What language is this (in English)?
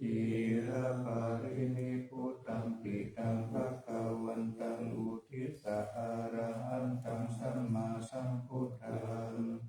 Pali